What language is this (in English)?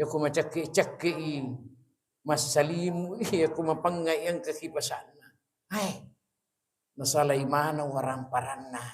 Buginese